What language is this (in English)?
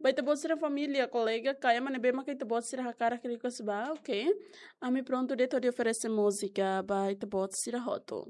Tetum